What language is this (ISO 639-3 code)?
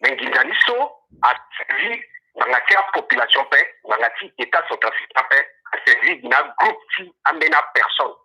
sag